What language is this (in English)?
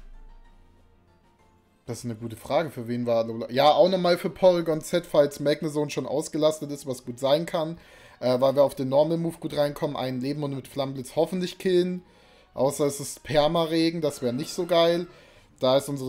German